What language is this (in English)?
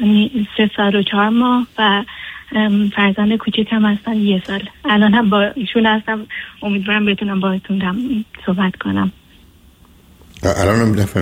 Persian